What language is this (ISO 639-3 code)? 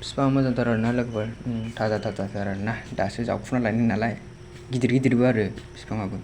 brx